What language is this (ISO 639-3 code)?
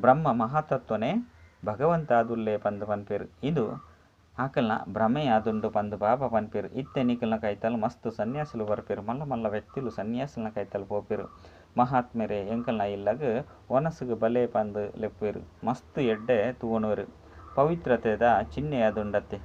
tcy